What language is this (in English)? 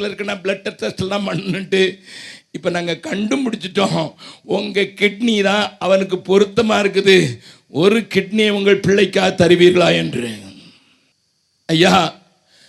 Tamil